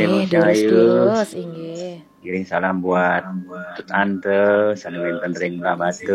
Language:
Balinese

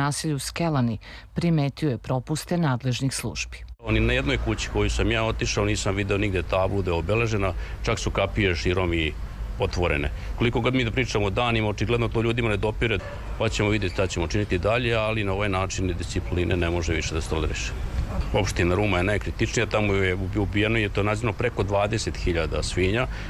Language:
Serbian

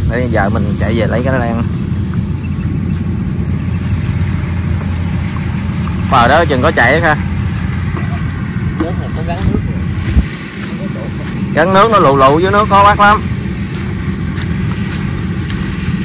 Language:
Vietnamese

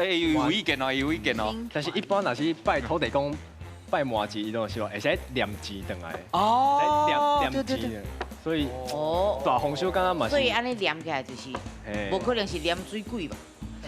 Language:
Min Nan Chinese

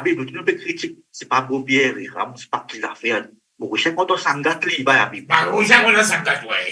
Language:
Morisyen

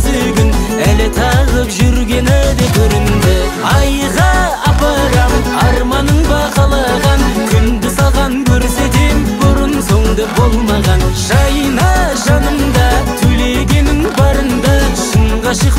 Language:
Kazakh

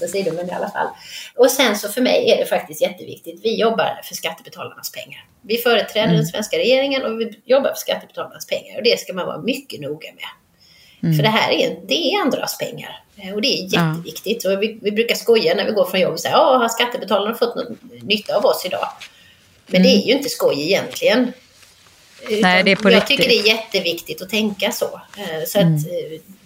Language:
Swedish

